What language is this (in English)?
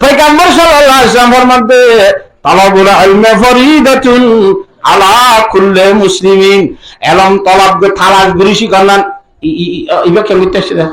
Rohingya